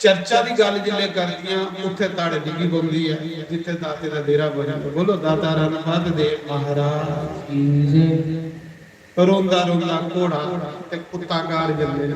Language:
Dogri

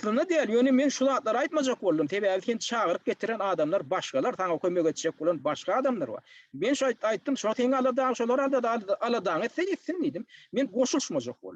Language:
Turkmen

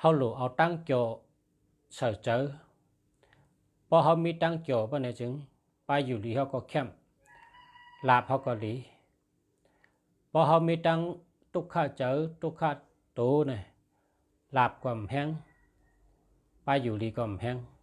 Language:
Shan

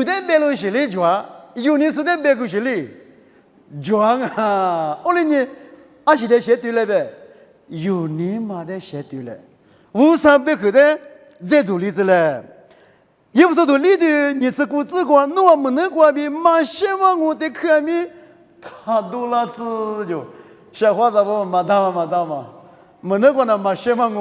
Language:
Lisu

